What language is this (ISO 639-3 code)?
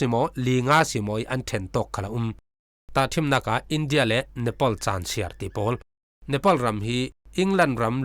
cfm